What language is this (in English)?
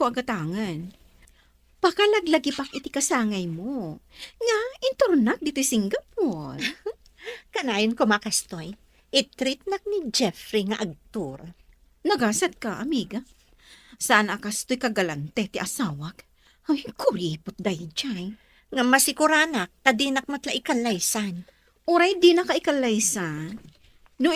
Iloko